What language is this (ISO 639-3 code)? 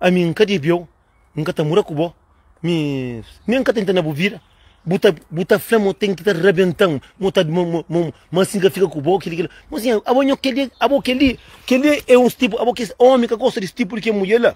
kea